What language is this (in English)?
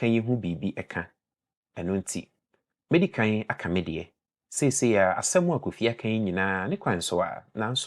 Akan